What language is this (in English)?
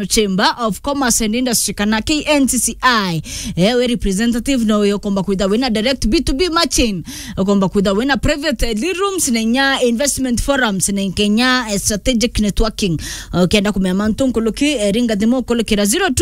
Meru